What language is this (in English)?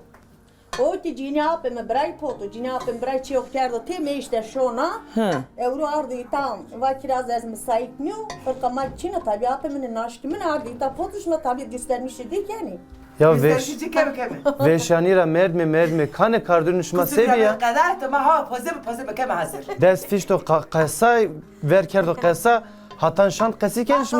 Zaza